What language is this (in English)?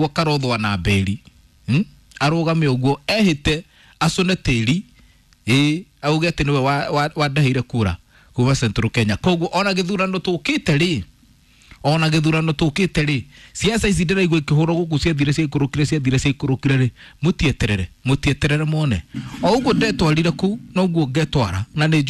Kikuyu